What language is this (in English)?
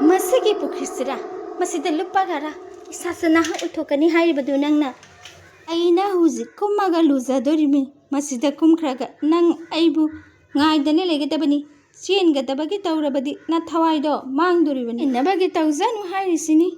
Manipuri